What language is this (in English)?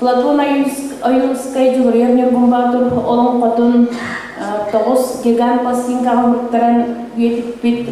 Yakut